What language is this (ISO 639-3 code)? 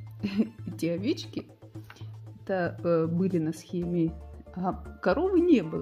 rus